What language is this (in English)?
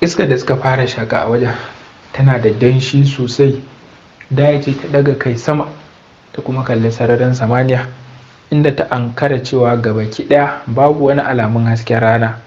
Hausa